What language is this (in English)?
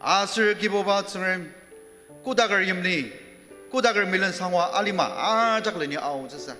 Ao Naga